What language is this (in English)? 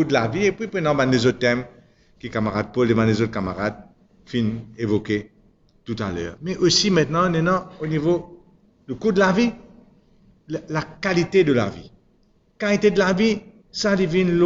Morisyen